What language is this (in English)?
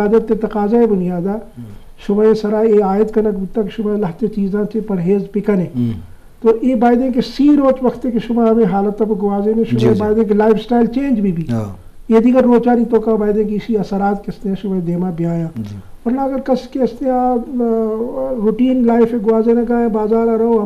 Eastern Balochi